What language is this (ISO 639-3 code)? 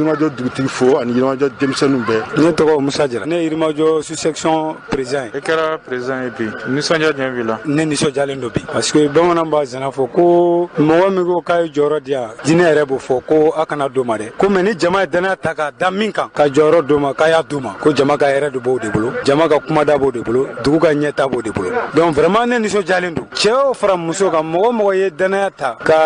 bam